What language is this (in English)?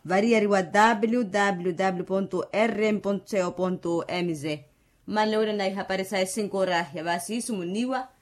Makhuwa